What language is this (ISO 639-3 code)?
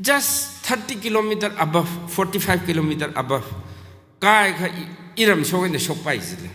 nmf